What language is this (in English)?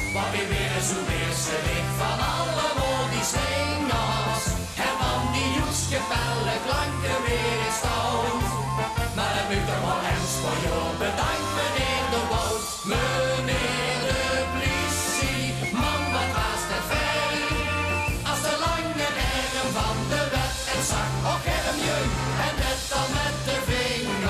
Limburgish